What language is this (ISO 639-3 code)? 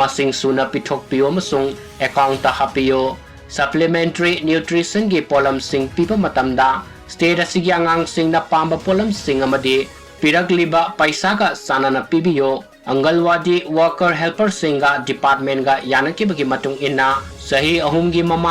mni